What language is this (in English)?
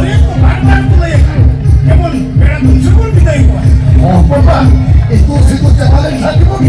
Santali